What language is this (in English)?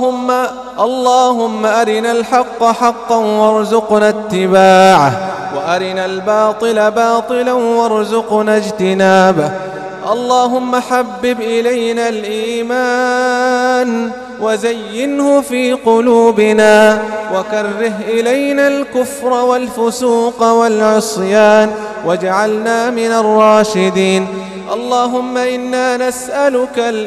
Arabic